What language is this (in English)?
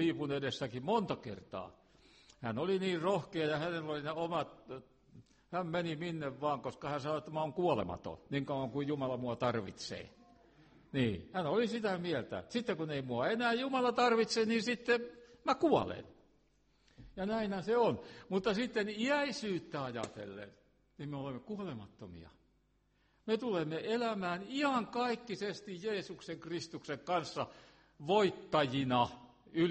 Finnish